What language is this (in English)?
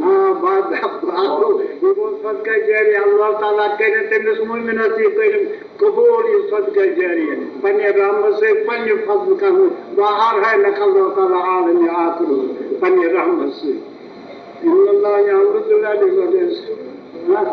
Kashmiri